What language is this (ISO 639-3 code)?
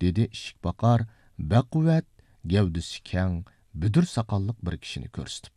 uig